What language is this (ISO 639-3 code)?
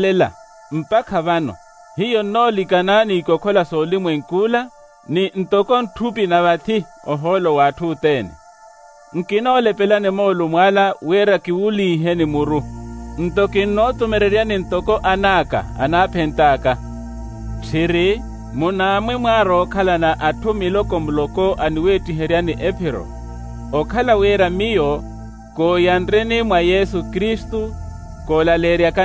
vmw